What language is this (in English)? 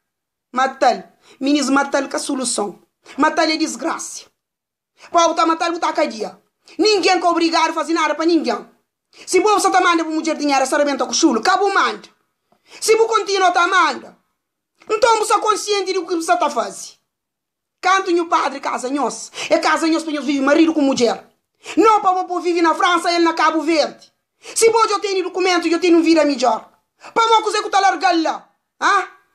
Kabuverdianu